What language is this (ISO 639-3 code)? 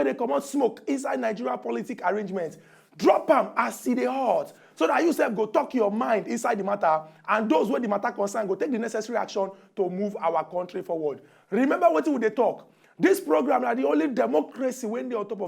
pcm